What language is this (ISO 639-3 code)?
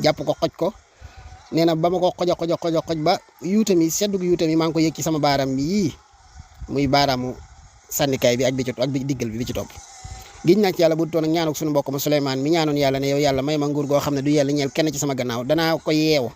wol